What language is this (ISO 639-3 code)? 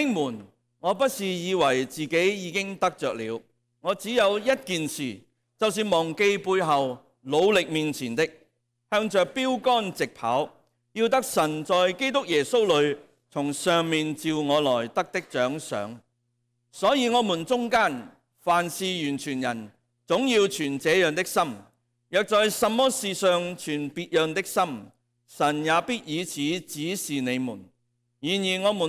yue